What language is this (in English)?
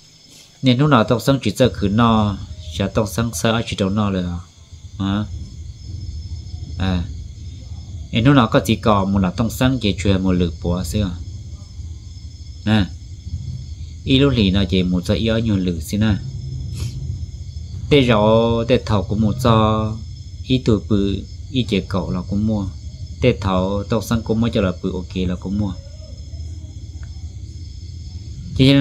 Vietnamese